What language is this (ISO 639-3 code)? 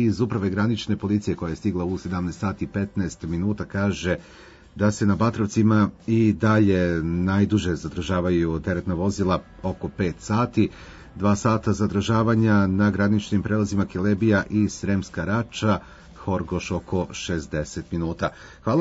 srp